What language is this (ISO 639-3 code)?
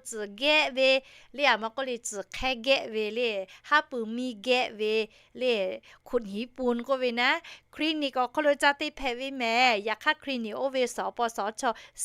lhu